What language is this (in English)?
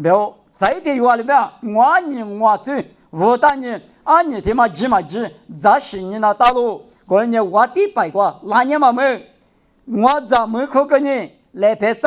Lisu